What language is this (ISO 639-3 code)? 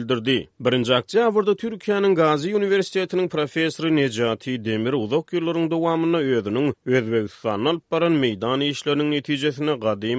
tuk